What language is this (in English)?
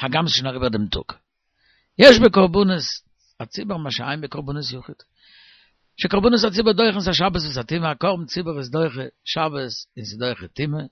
Yiddish